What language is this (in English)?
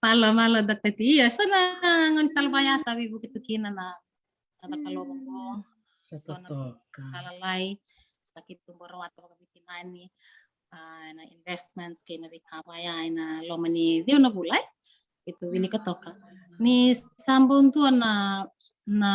Fijian